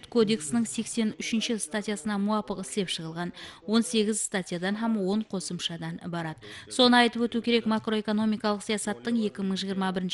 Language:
Kara-Kalpak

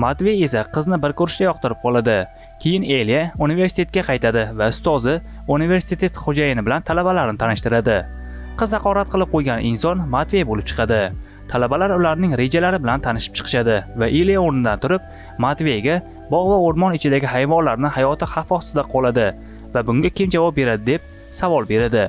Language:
Uzbek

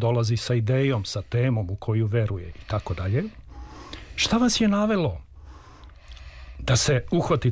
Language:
Serbian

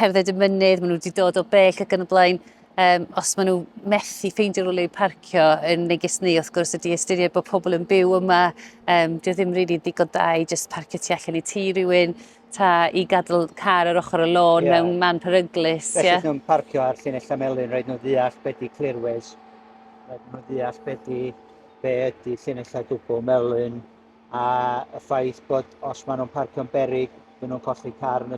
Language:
Welsh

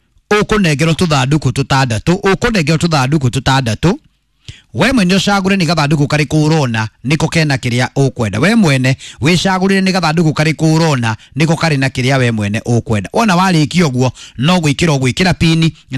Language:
Kikuyu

